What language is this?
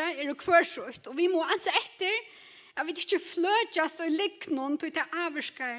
Faroese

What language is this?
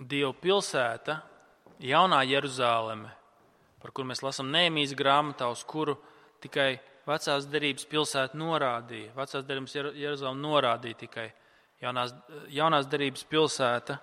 Latvian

